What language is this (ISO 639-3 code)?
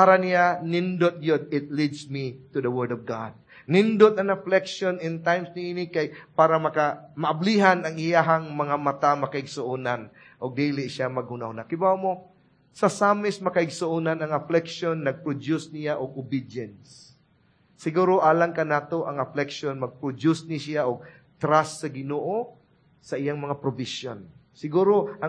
ceb